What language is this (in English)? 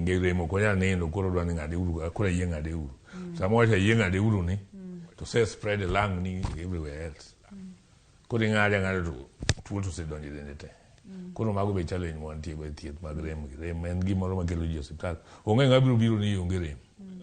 Luo (Kenya and Tanzania)